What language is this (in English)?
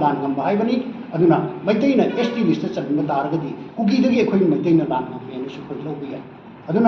Manipuri